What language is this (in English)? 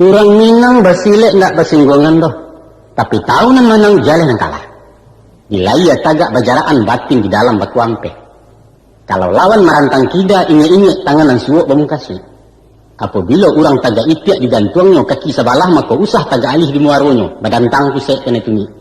Minangkabau